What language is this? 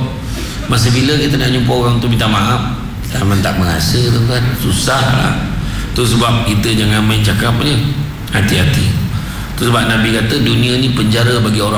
Malay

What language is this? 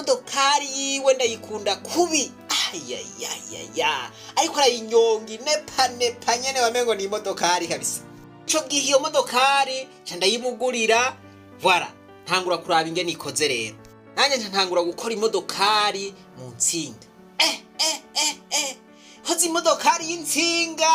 Rundi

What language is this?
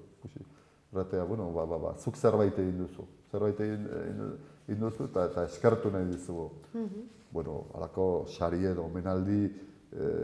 Basque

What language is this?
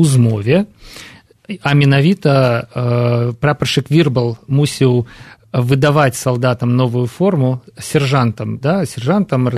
Belarusian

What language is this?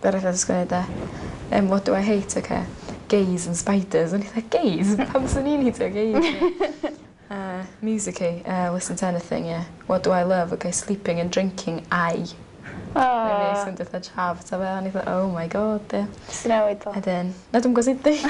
Welsh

